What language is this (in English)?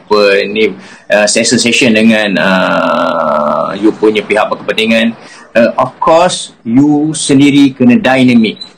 Malay